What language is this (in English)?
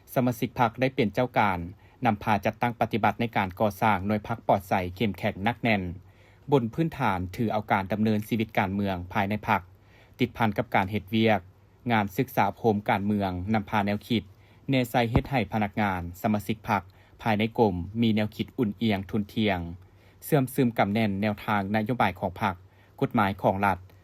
Lao